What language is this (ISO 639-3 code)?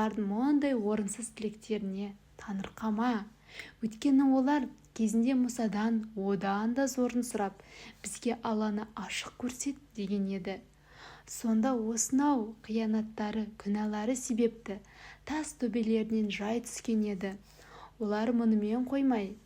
kaz